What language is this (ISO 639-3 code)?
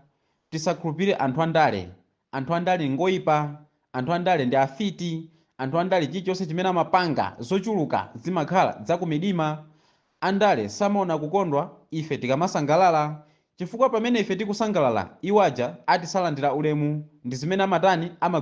nya